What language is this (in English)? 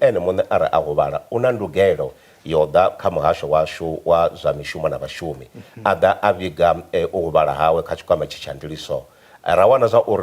Venda